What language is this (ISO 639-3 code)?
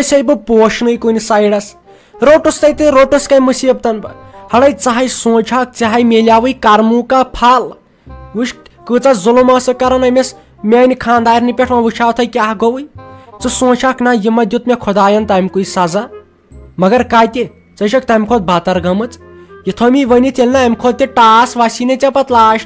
kas